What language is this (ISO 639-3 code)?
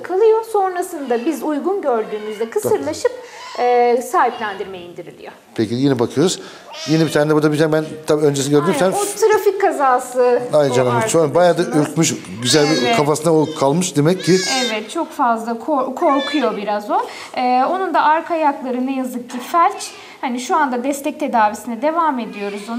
tur